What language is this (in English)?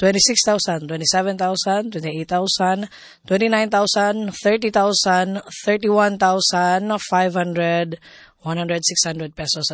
Cebuano